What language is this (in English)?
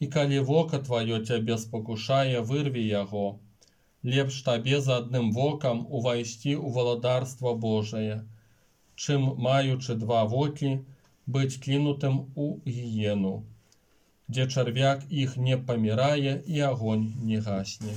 Belarusian